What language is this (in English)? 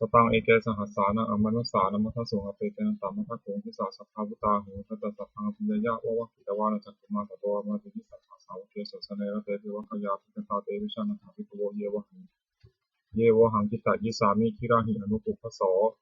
Pali